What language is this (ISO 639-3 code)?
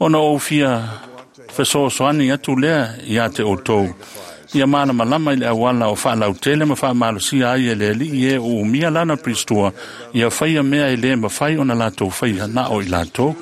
smo